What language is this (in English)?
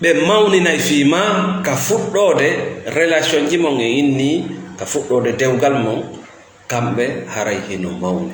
Fula